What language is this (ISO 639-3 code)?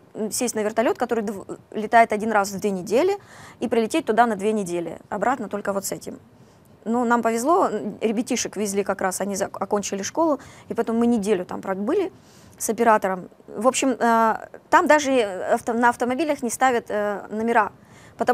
rus